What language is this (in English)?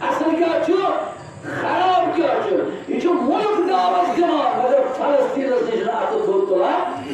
Kashmiri